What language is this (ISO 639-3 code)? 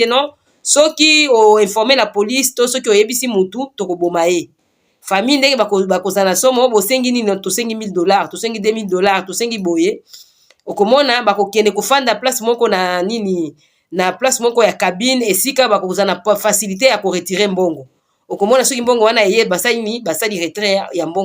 lin